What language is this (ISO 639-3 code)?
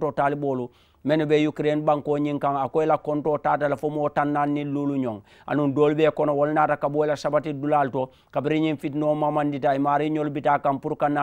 man